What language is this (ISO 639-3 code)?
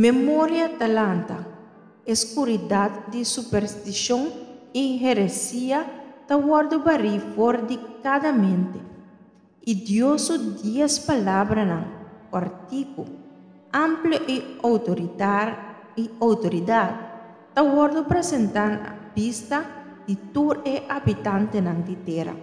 pap